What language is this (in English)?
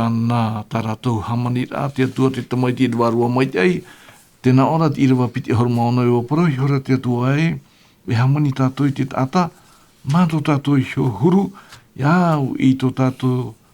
Tahitian